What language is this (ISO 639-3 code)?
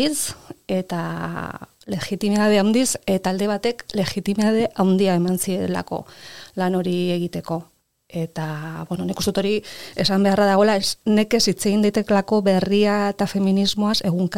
eus